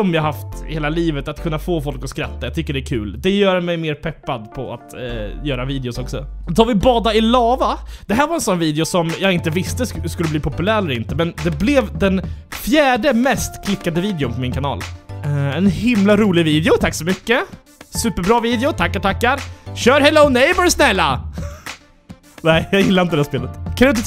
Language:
Swedish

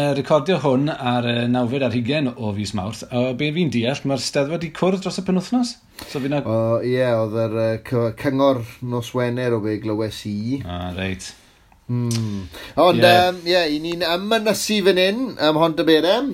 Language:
Welsh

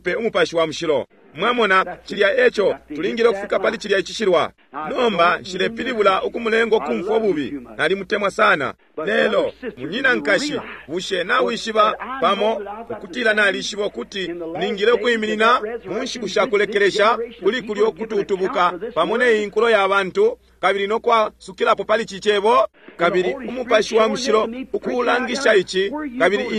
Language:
Bemba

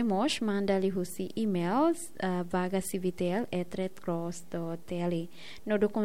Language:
Tetum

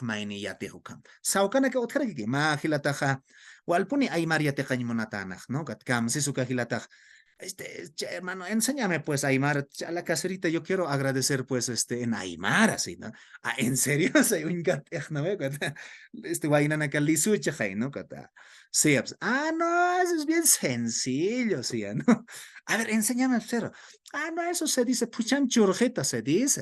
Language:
Aymara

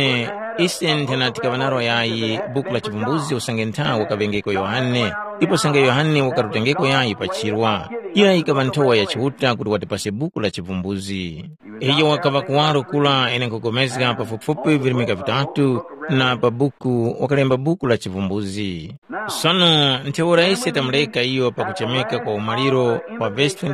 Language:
Tumbuka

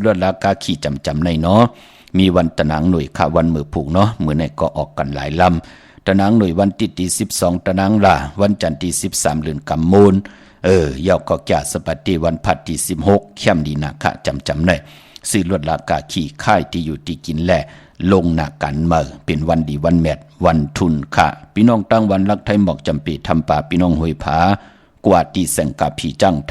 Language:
Shan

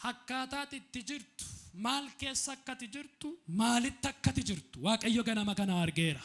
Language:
Oromo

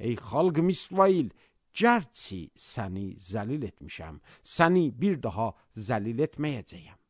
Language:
Azerbaijani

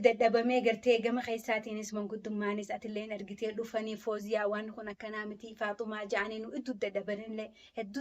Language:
Oromo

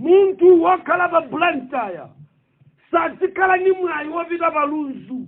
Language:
Nyanja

